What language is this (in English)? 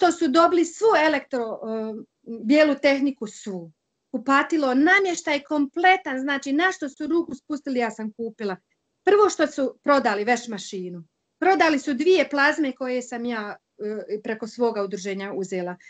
Bosnian